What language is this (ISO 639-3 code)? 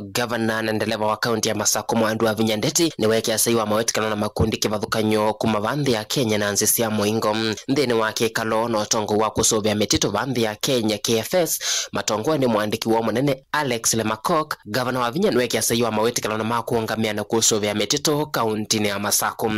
kam